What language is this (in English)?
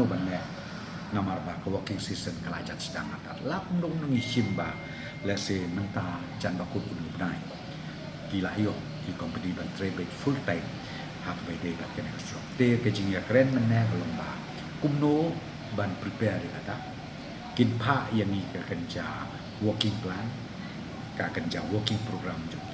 Khasi